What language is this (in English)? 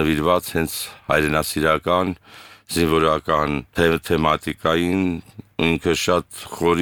Armenian